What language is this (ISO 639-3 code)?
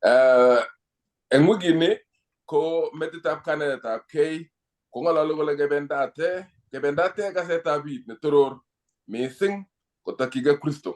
kln